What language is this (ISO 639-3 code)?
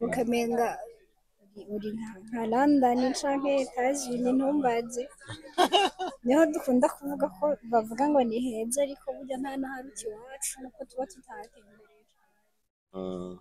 run